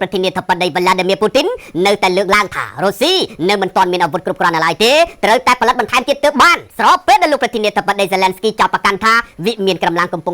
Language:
Khmer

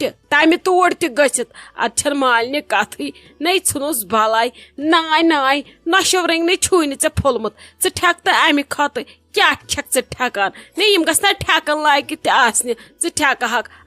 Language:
Kashmiri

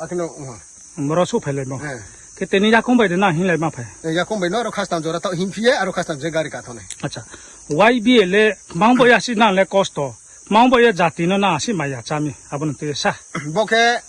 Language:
Riang (India)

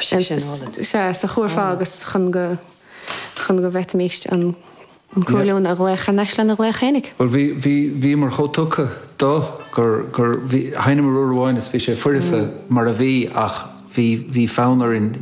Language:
Irish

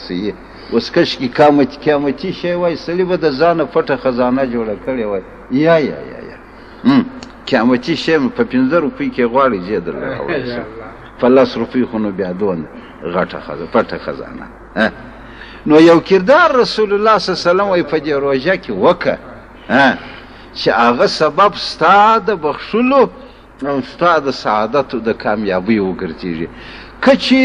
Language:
Pashto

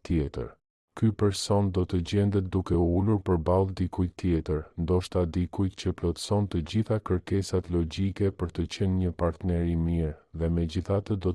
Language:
Albanian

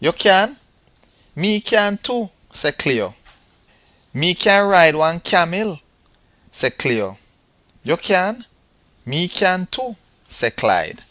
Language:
Jamaican Creole English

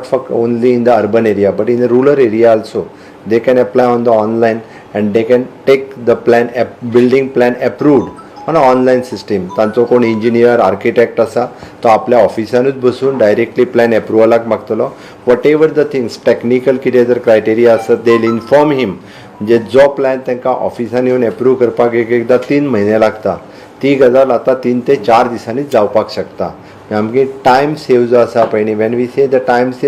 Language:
Konkani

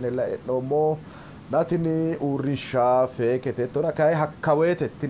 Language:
Sidamo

